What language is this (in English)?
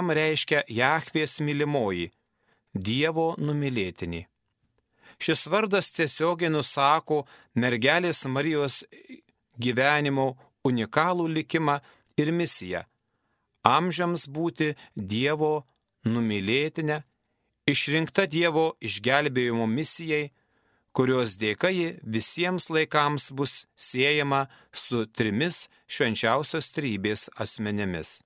Lithuanian